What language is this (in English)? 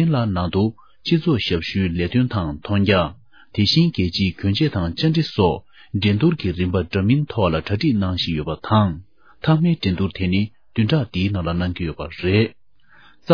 Tibetan